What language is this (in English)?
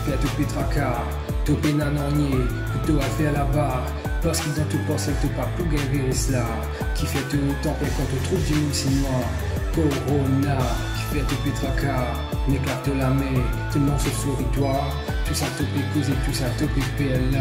Morisyen